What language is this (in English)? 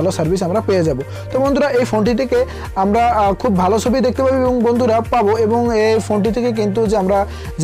Bangla